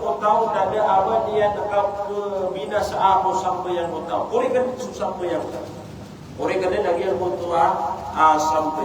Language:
Maranao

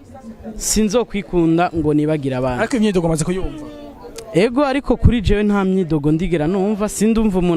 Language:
Rundi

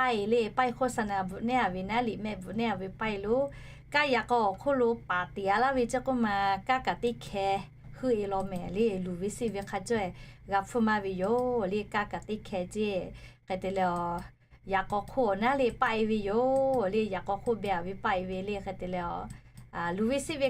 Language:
Lahu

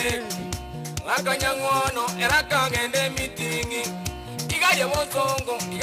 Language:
Gusii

